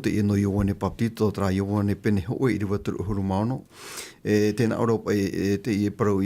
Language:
Tahitian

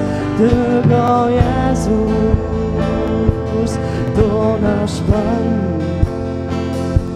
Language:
Polish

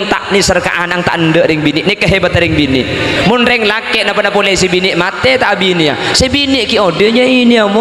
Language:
Madurese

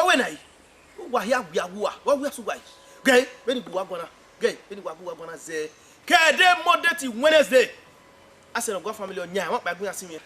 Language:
Bini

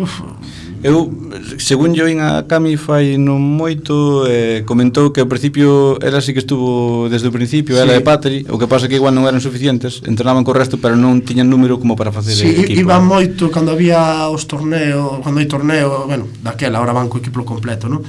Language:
Galician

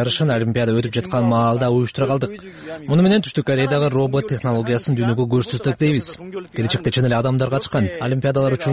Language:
Kyrgyz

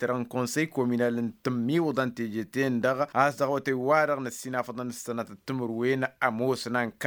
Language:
Tamasheq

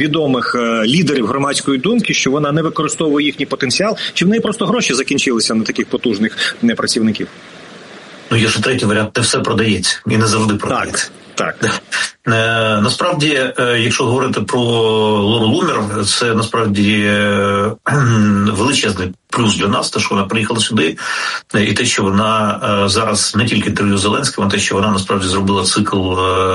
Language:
Ukrainian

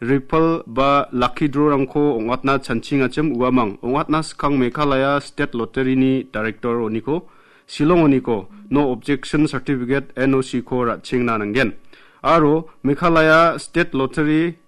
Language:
Garo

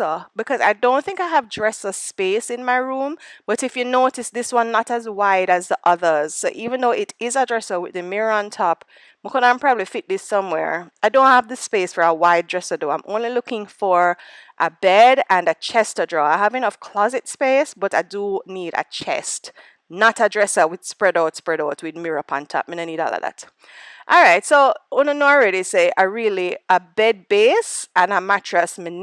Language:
Jamaican Creole English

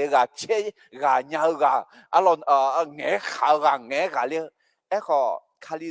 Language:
Akha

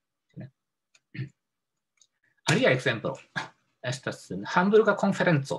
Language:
Esperanto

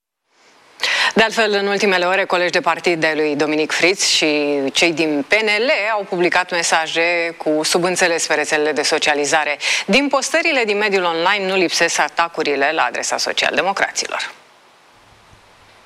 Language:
Romanian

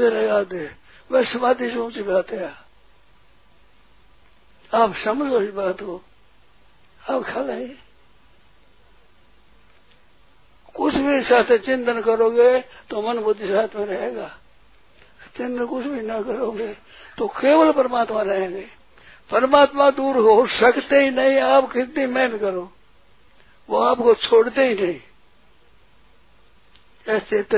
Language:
Hindi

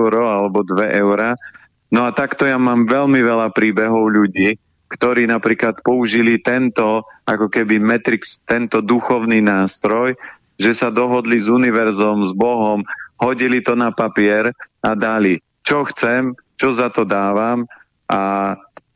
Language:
Slovak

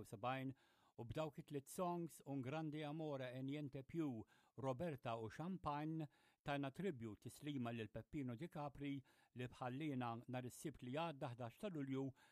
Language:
Maltese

